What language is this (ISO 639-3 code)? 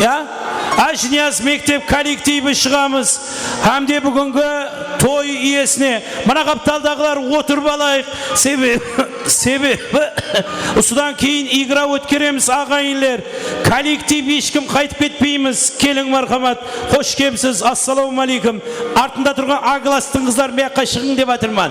kaa